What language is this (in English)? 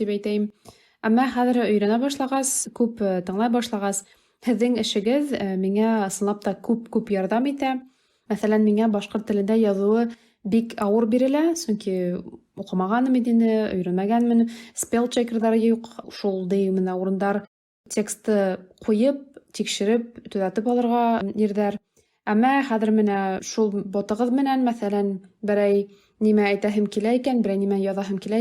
Bashkir